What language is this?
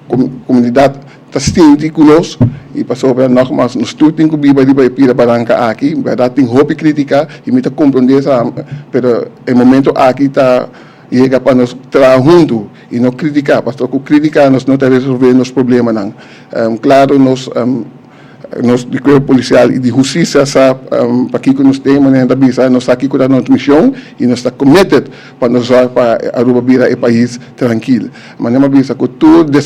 Papiamento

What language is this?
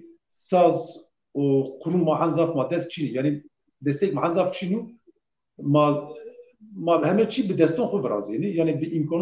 Zaza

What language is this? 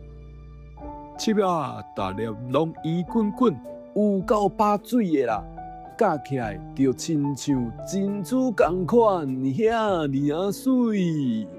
Min Nan Chinese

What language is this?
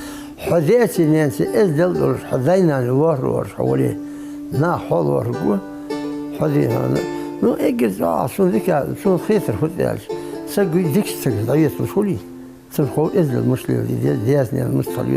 Ingush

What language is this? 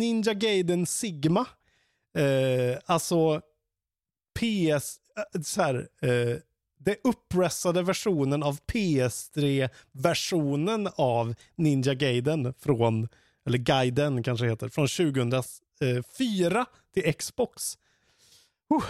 Swedish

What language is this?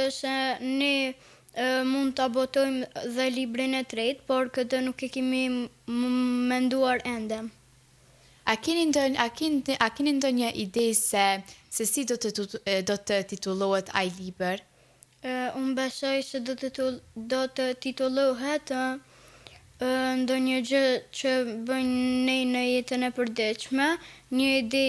Albanian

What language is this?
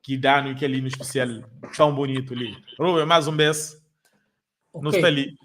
Kabuverdianu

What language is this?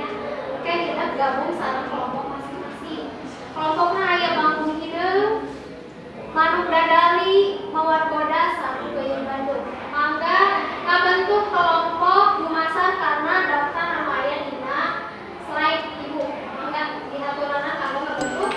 Sundanese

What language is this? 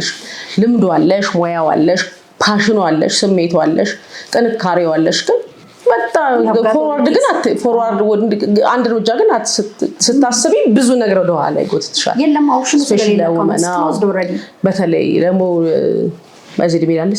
Amharic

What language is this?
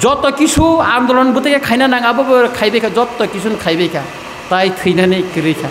Kok Borok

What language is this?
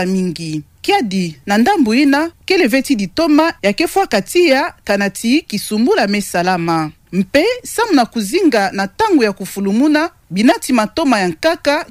Kituba (Democratic Republic of Congo)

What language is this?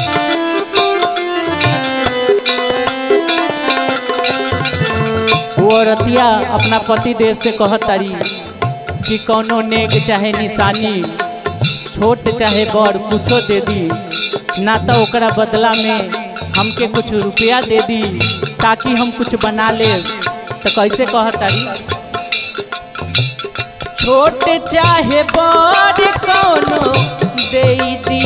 Bhojpuri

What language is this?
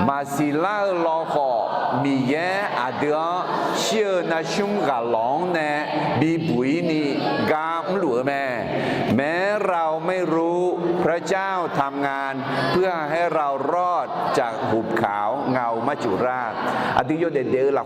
Akha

